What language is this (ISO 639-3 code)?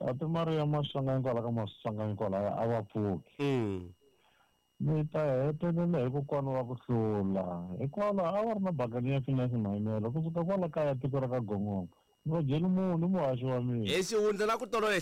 tso